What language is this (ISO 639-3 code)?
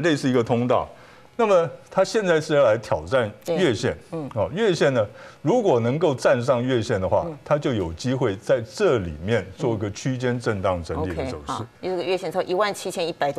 zho